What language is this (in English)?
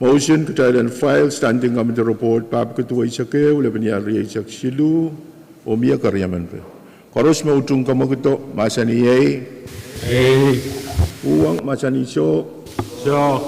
Pohnpeian